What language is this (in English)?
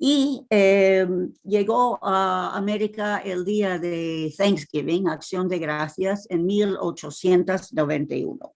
Ladino